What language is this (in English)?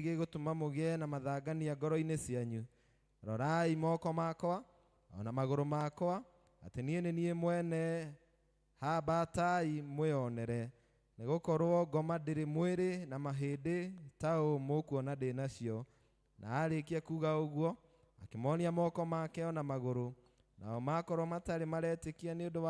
Kikuyu